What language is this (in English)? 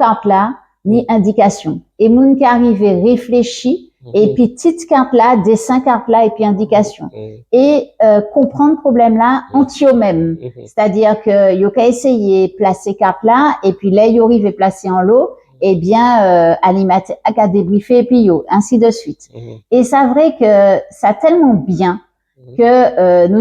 Guadeloupean Creole French